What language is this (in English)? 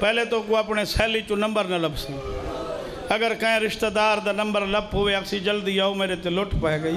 Saraiki